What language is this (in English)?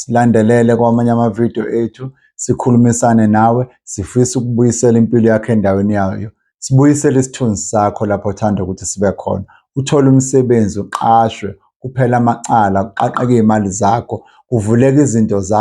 Zulu